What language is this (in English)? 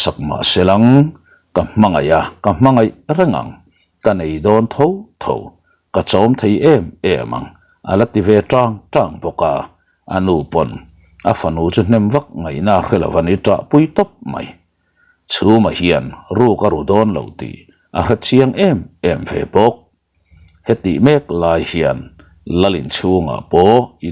Mizo